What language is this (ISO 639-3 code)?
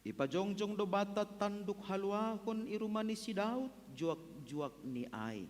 bts